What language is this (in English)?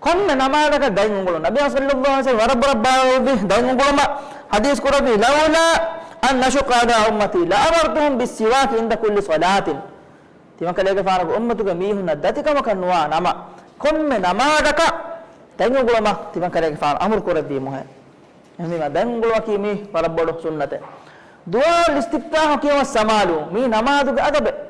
Divehi